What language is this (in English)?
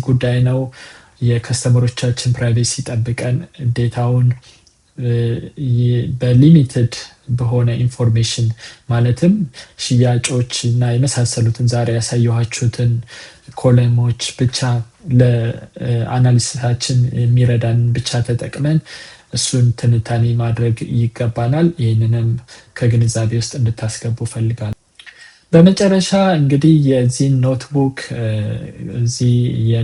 Amharic